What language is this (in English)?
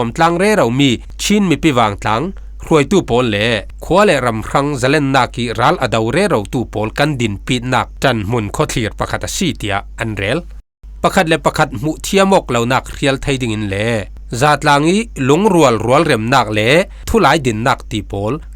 Falam Chin